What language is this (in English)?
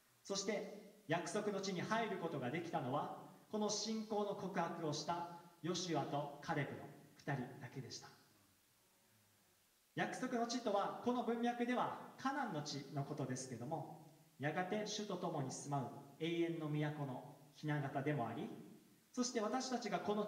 Japanese